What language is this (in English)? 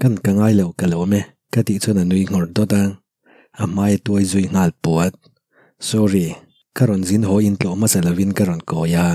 Mizo